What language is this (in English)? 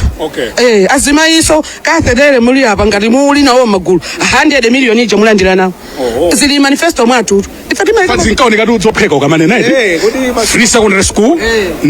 Nyanja